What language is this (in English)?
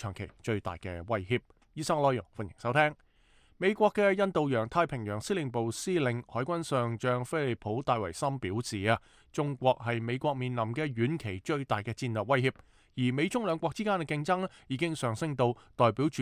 Cantonese